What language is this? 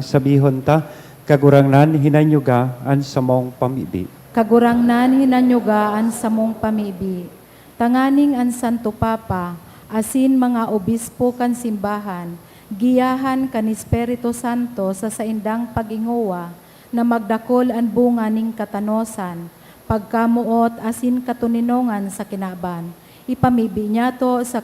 Bikol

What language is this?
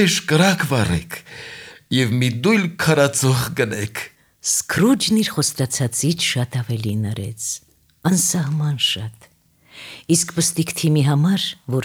Armenian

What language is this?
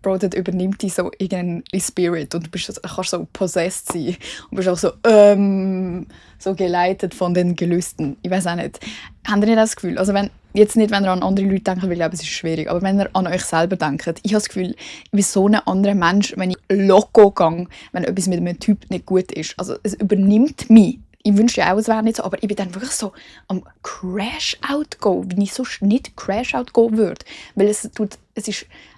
Swiss German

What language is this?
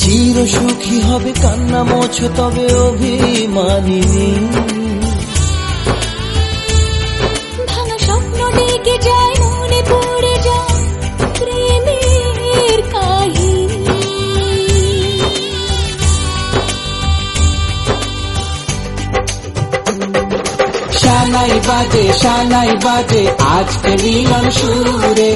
Bangla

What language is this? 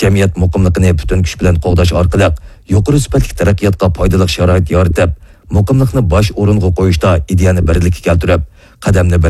Uyghur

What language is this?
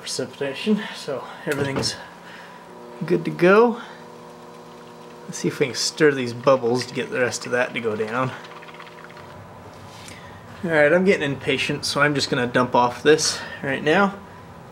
English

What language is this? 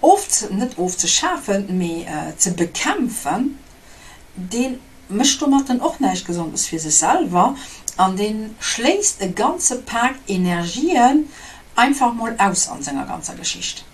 Luxembourgish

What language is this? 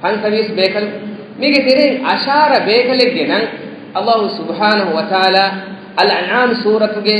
Divehi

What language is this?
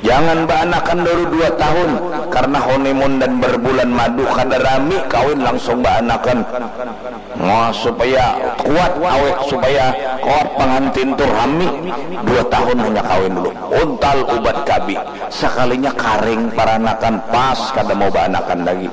Banjar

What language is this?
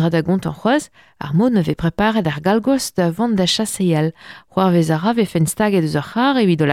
Breton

